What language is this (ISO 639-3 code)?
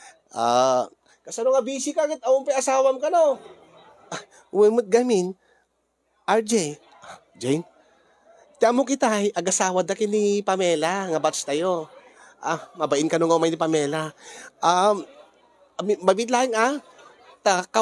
ilo